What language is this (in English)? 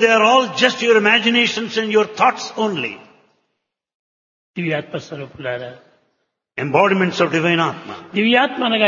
Telugu